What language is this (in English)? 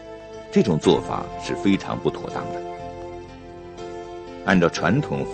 Chinese